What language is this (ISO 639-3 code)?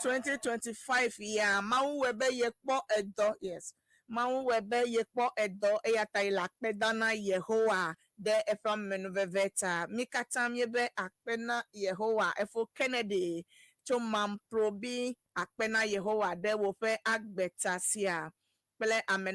ewe